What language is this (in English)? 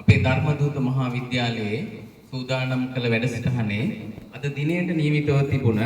Sinhala